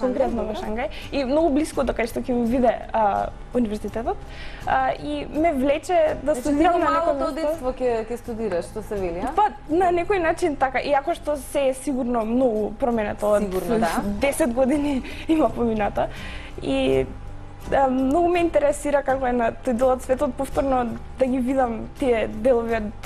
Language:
Macedonian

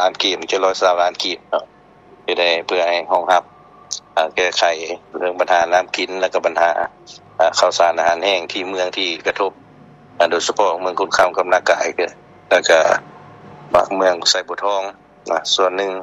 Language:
Lao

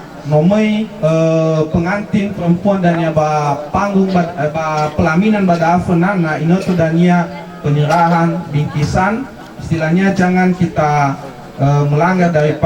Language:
Nias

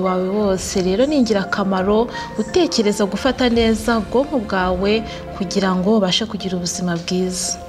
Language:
Kinyarwanda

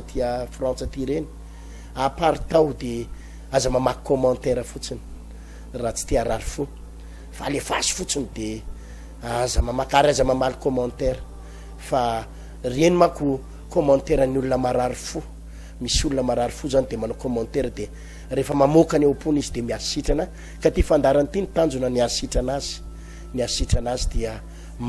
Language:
Malagasy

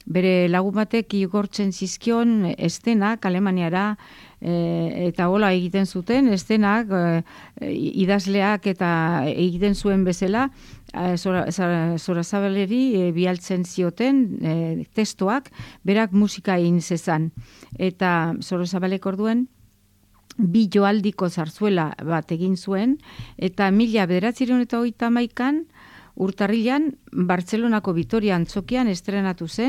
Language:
Basque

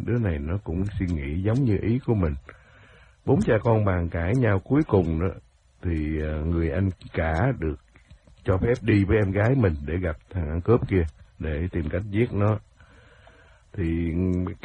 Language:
Vietnamese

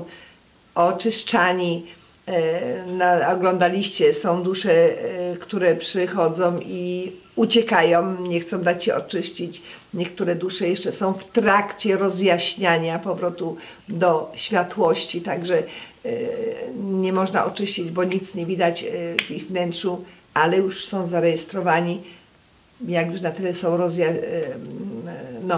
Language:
Polish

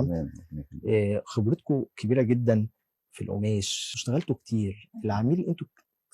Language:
Egyptian Arabic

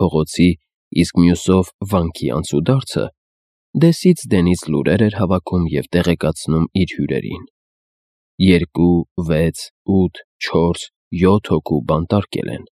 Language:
Armenian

